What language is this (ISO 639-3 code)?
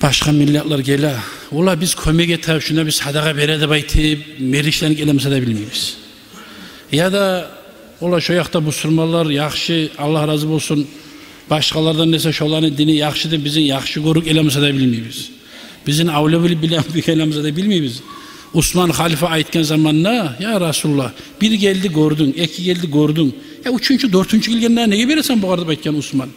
kum